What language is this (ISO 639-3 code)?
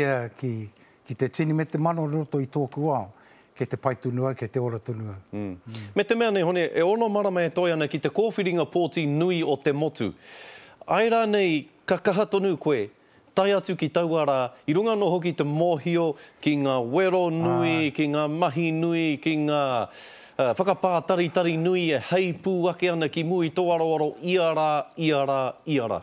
mri